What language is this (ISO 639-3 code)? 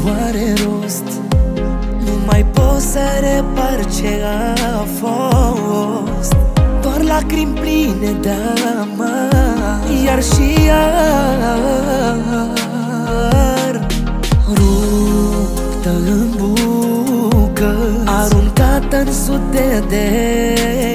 ron